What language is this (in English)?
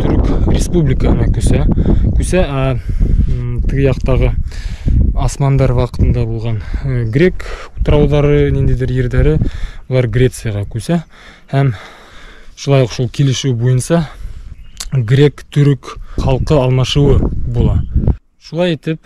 Bashkir